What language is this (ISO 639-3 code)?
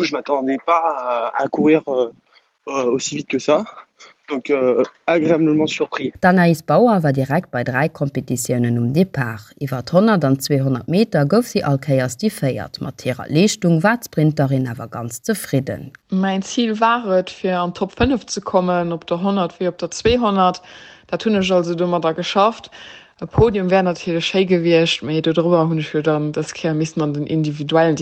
ltz